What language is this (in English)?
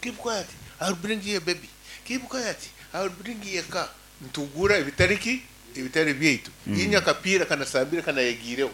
Nyankole